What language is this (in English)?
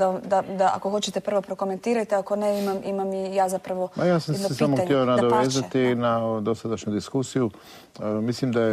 Croatian